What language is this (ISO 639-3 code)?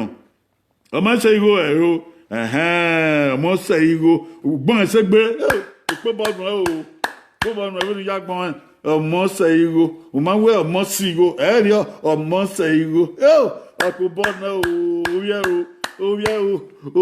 bin